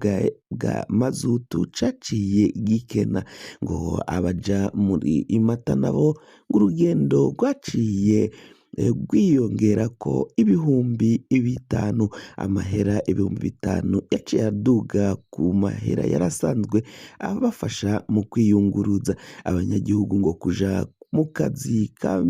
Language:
Rundi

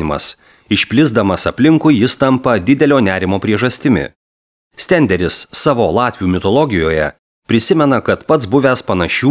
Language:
Lithuanian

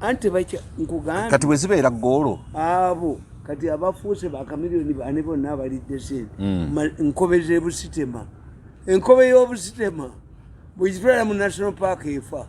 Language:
Ganda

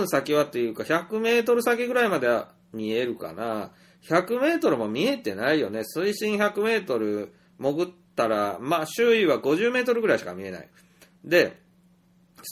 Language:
Japanese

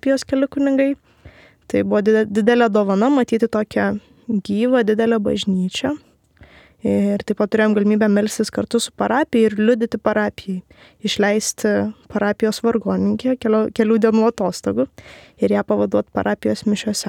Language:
Lithuanian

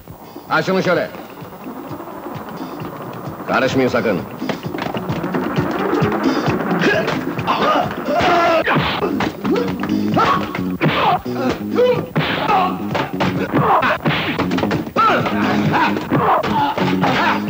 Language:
Turkish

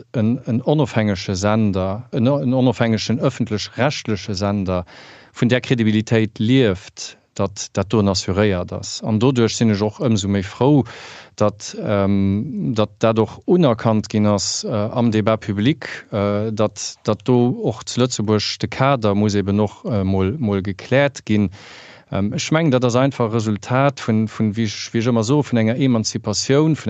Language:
Luxembourgish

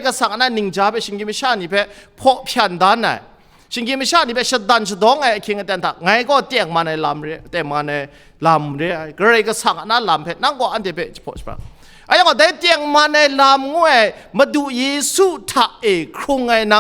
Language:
Kachin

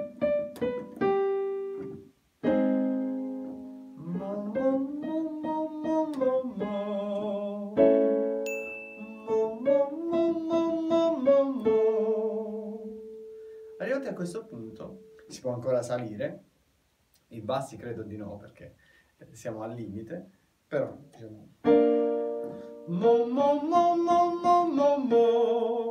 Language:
Italian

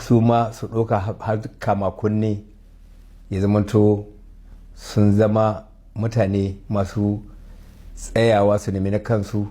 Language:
Hausa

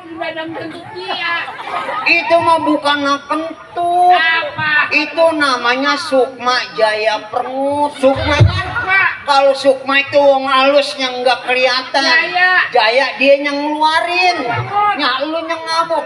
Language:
Betawi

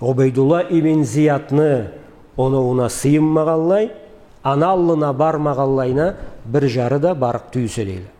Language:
Karachay-Balkar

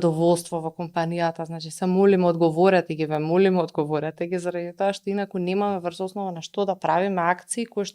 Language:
Macedonian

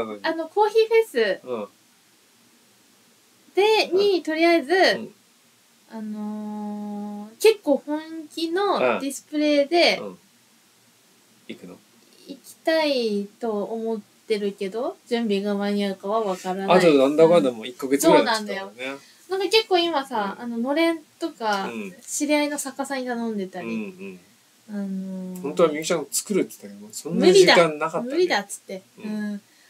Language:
Japanese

